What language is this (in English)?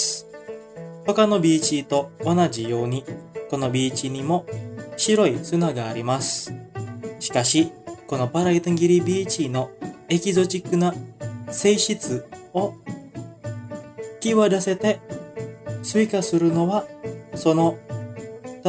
Japanese